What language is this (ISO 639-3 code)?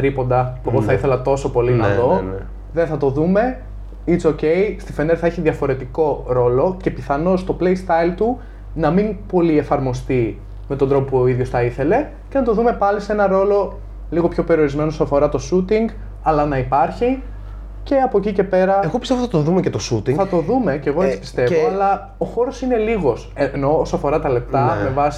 ell